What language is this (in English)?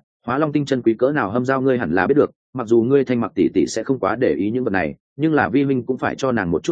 Vietnamese